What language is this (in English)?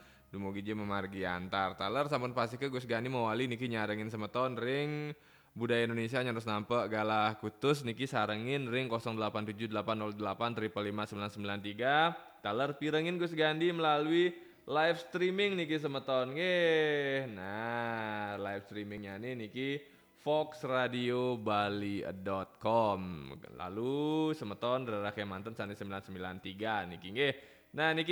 Balinese